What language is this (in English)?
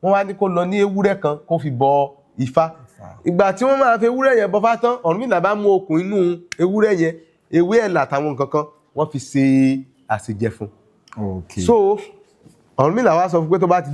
Yoruba